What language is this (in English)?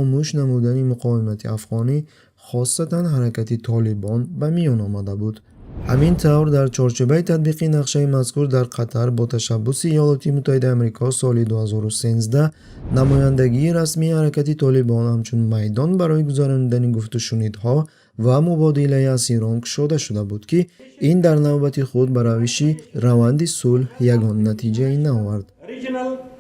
Tajik